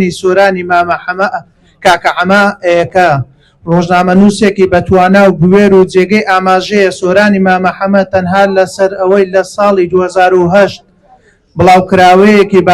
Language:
Central Kurdish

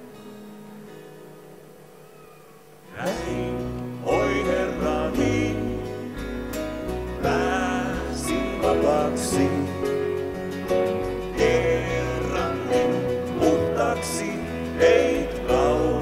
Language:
Finnish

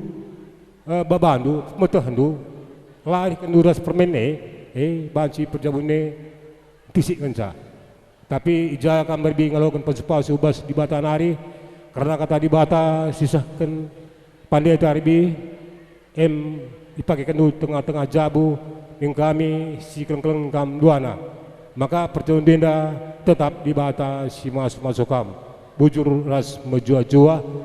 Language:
Batak Karo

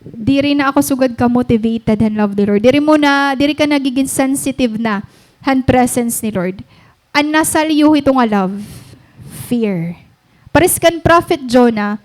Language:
Waray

